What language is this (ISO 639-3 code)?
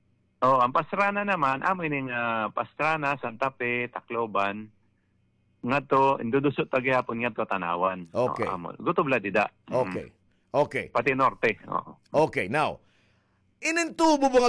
war